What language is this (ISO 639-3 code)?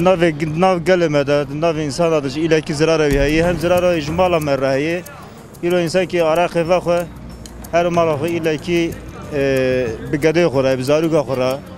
kur